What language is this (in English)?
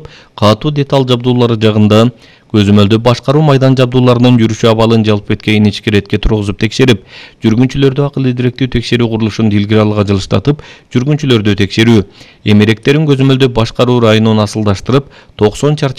Kyrgyz